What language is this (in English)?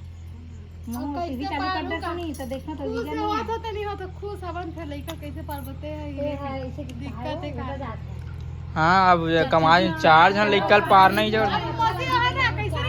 Chhattisgarhi